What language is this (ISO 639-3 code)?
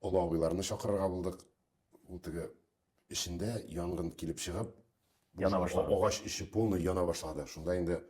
tat